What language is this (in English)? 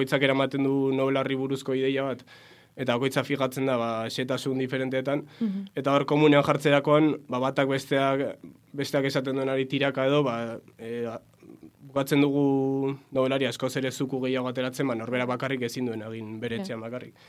Basque